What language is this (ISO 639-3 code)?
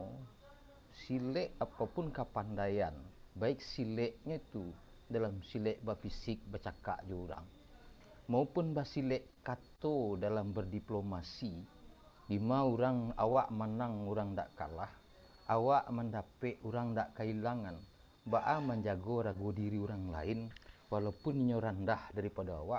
min